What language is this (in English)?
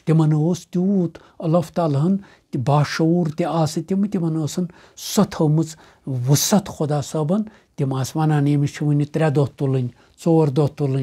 Kashmiri